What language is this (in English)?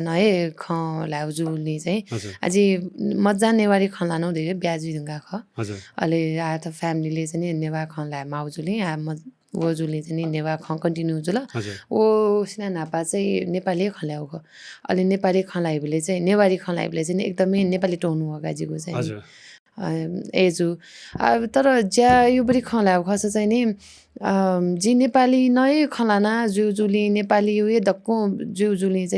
Newari